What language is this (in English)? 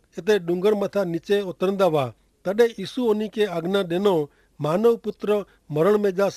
Kachhi